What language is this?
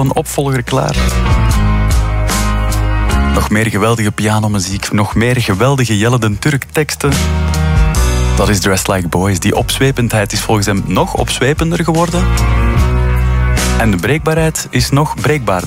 Dutch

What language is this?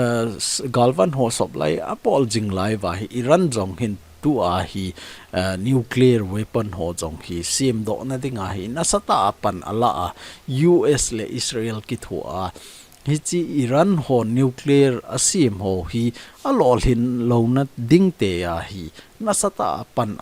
Thado Chin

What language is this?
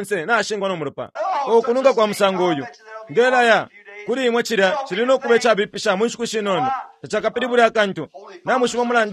Bemba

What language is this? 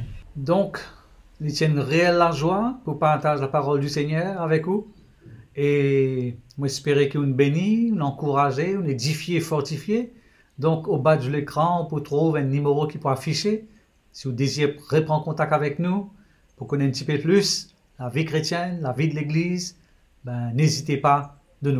Morisyen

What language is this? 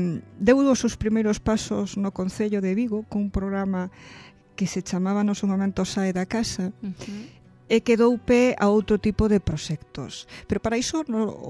Galician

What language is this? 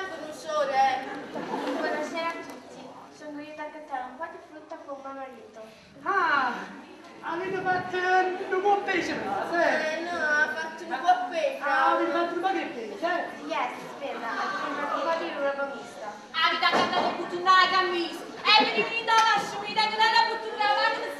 Neapolitan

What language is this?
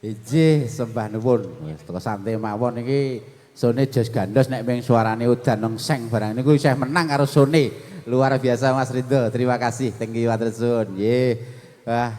Javanese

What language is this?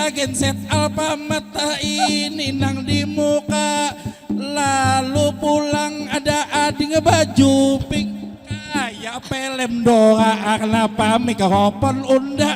Banjar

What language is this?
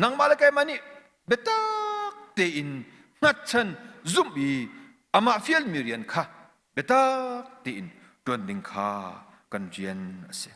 Hakha Chin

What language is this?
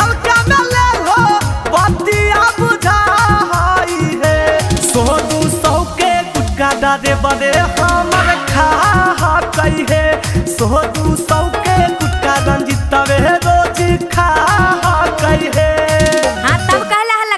Magahi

